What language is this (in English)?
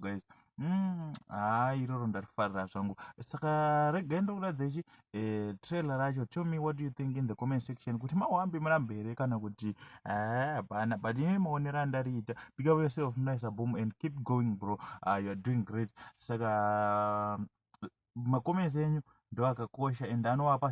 Shona